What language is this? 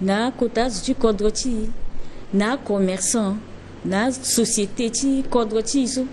Sango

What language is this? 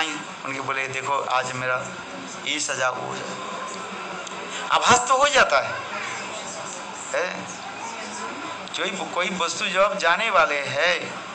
Hindi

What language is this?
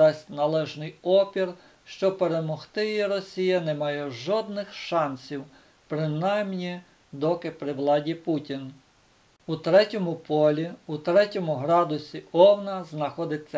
Ukrainian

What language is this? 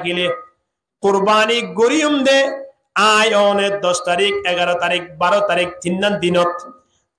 Rohingya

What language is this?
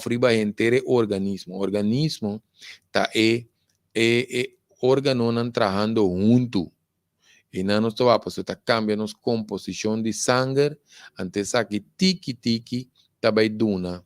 Papiamento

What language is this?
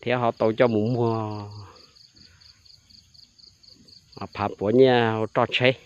Hmong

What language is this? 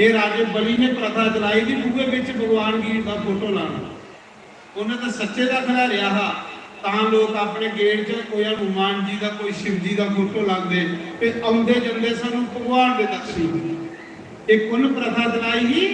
Dogri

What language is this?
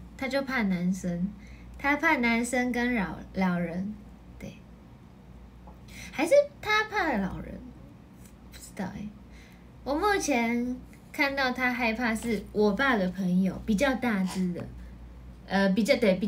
Chinese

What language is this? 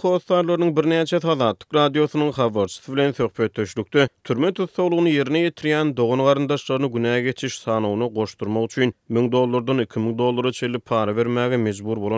Turkmen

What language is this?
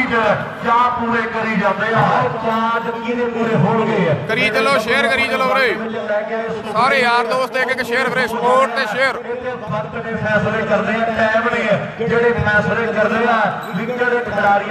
Punjabi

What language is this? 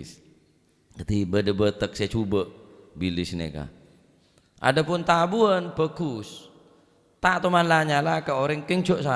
Madurese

